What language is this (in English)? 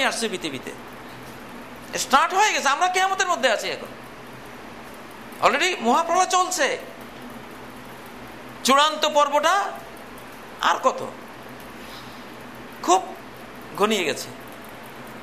Bangla